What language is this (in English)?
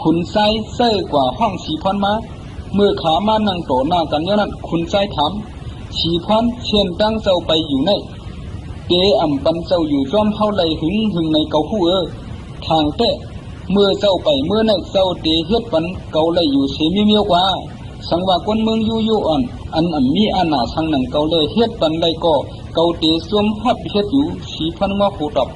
Shan